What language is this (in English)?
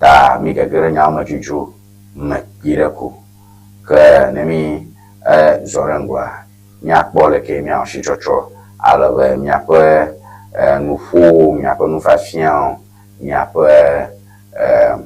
Ewe